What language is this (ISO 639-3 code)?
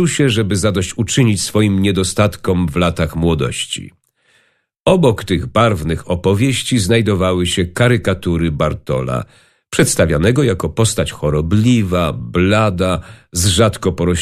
pol